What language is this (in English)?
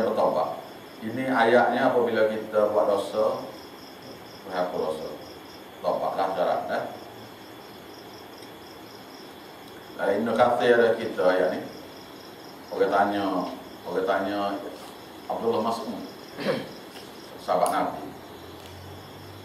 Malay